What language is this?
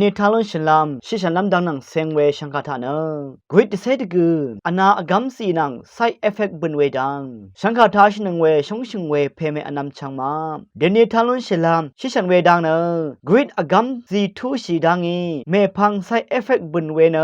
Rawang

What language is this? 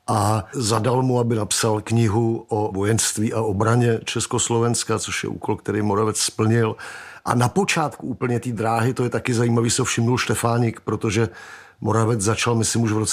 Czech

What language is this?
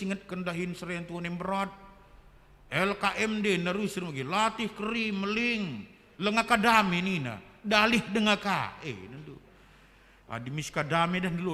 Batak Karo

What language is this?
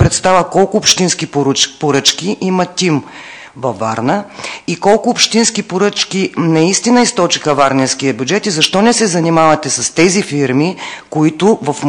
Bulgarian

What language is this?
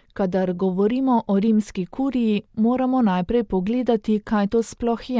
Slovenian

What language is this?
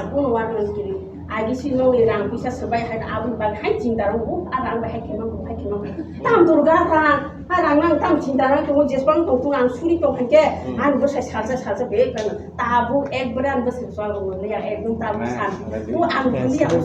Kok Borok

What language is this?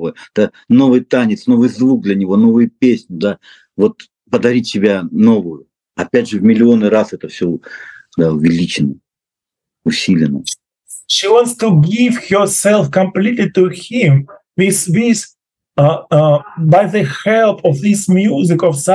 Russian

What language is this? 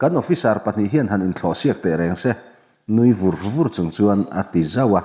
Mizo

